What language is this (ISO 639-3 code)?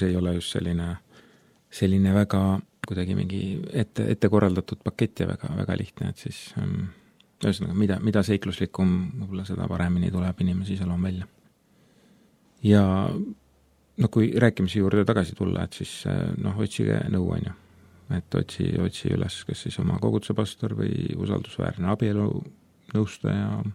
est